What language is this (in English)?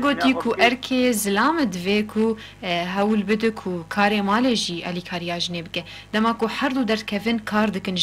Kurdish